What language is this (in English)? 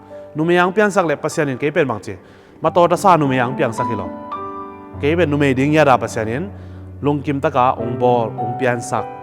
Tedim Chin